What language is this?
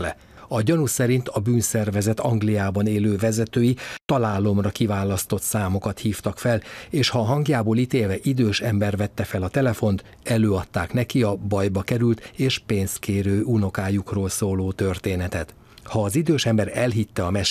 Hungarian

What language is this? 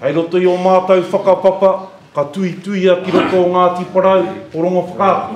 Māori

